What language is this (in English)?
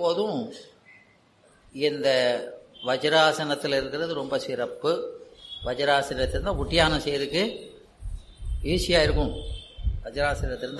Tamil